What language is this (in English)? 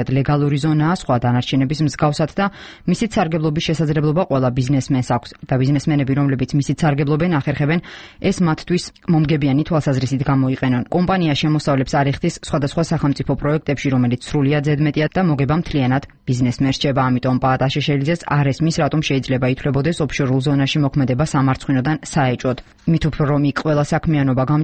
Georgian